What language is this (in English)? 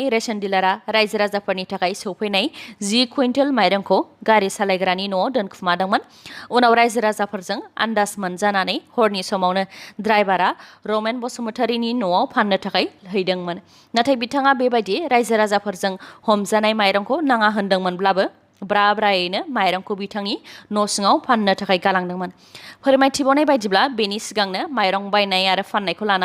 Bodo